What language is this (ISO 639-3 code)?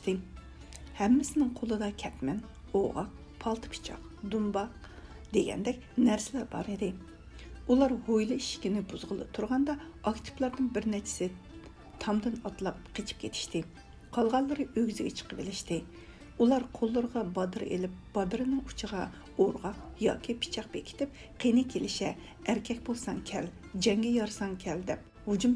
uig